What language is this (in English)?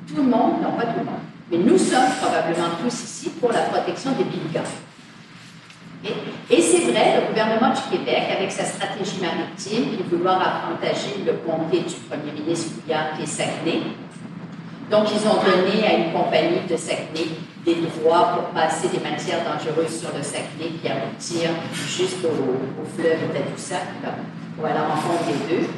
French